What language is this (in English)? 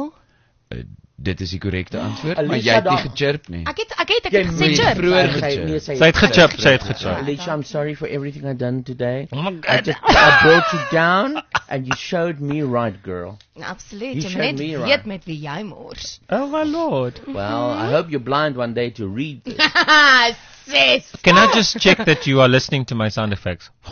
Afrikaans